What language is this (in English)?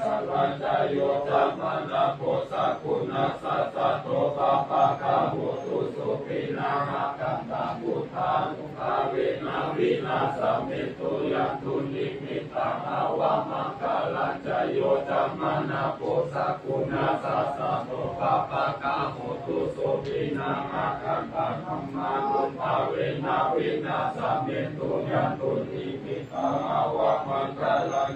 Pali